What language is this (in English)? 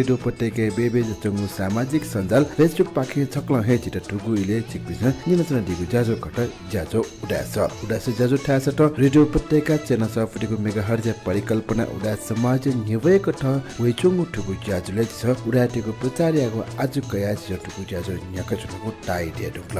Newari